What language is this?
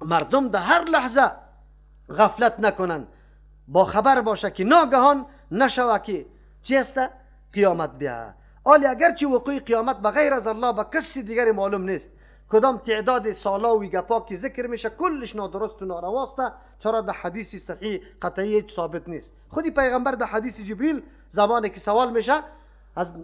Persian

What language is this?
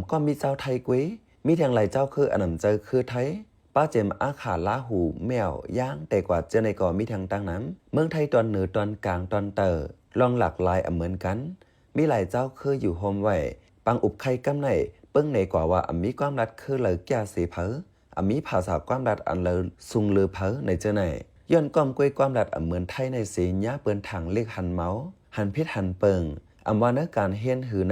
Shan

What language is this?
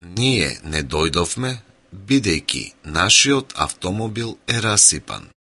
Macedonian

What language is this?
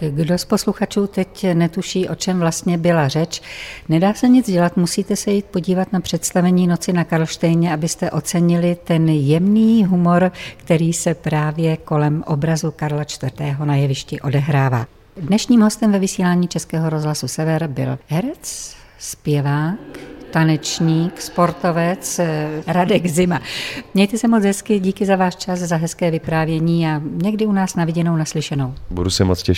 Czech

